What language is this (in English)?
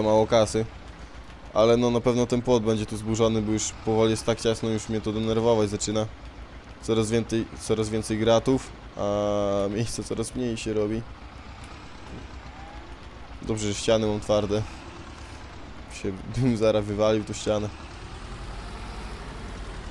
Polish